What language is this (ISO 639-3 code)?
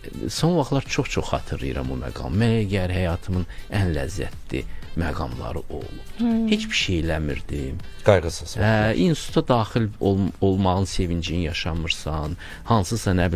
aze